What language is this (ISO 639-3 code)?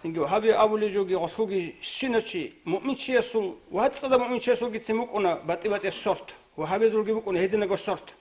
ava